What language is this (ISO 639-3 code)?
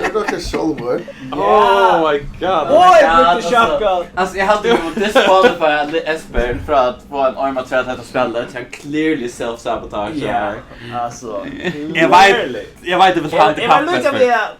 fao